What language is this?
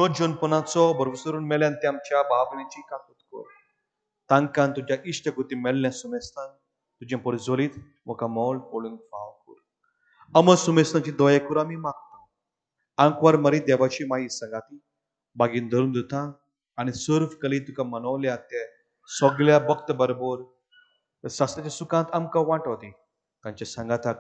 Konkani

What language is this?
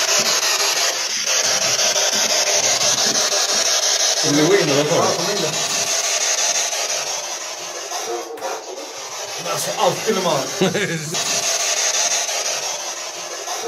Swedish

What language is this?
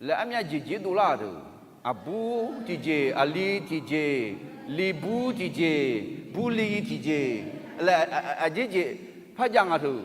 Akha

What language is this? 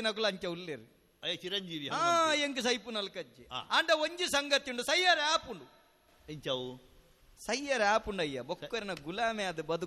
Tulu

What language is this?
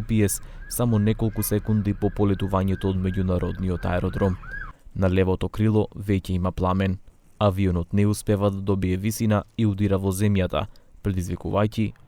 Macedonian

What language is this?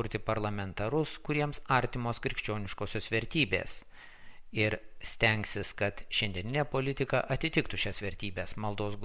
Lithuanian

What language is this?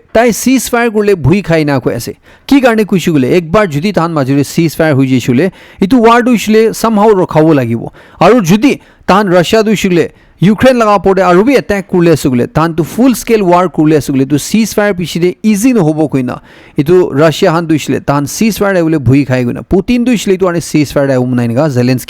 Naga Pidgin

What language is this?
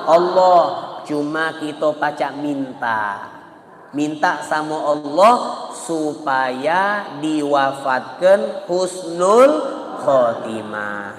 Musi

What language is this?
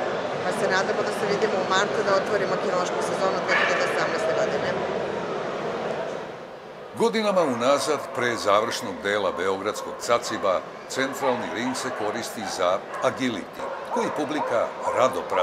Serbian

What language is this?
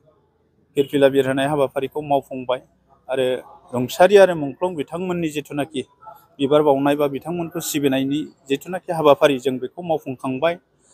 Bodo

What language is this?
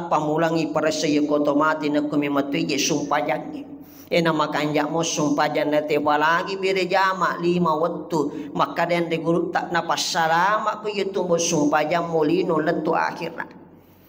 Buginese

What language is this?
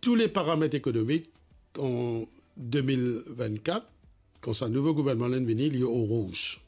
Morisyen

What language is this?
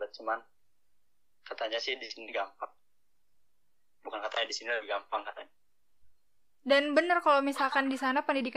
Indonesian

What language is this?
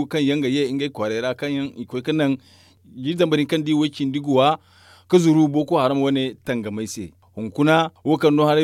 Zarma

